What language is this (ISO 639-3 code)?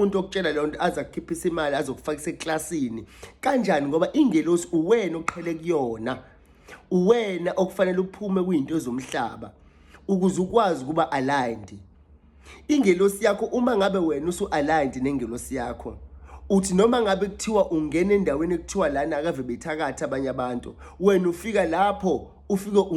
zul